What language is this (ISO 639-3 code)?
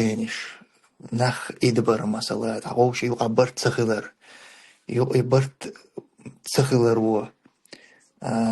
che